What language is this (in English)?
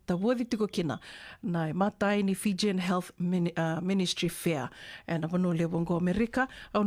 Fijian